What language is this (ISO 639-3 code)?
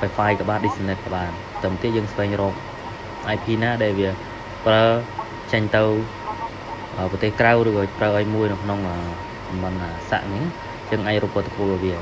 khm